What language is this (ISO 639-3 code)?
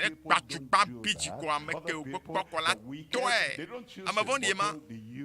ewe